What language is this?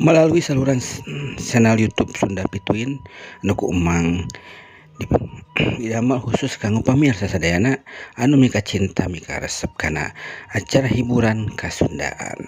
Sundanese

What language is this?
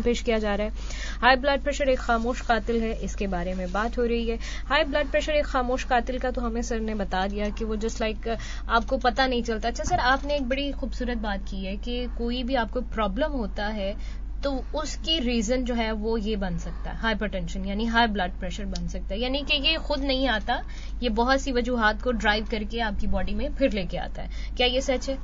Urdu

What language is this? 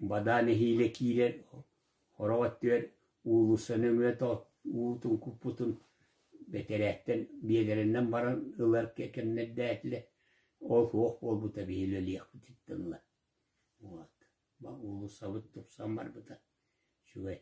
Yakut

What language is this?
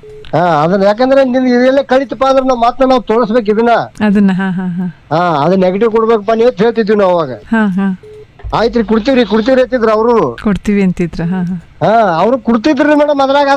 Kannada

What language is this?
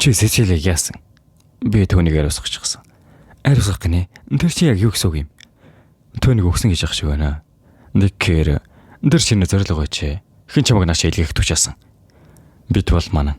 Mongolian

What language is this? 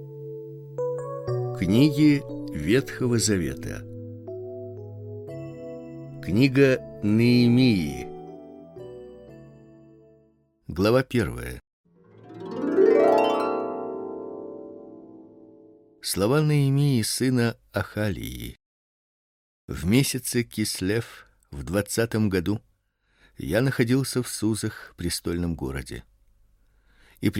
Russian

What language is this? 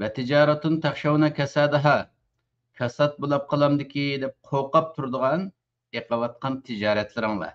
Uyghur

